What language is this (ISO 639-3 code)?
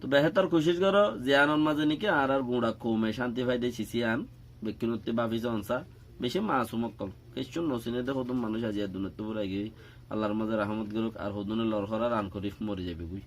rhg